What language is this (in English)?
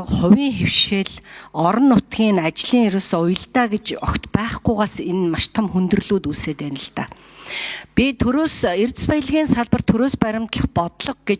Mongolian